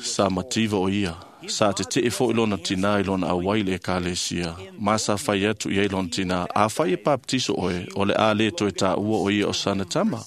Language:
Samoan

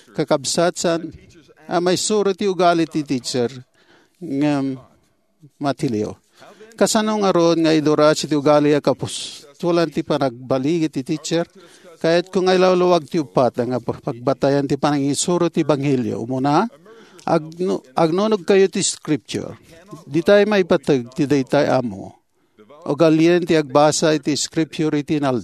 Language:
Iloko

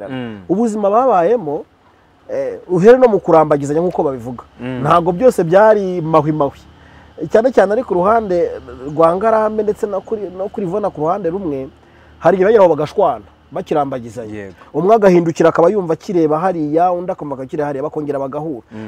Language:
Kinyarwanda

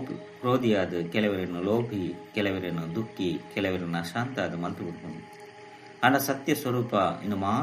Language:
Tulu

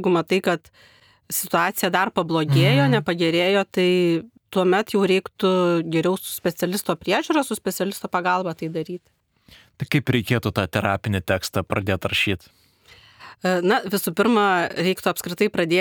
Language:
Lithuanian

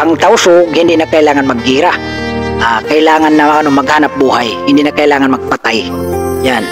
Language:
Tausug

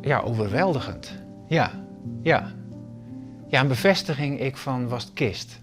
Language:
Western Frisian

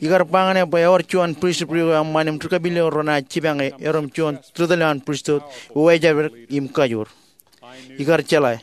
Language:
Marshallese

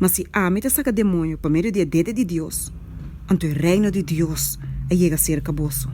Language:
Papiamento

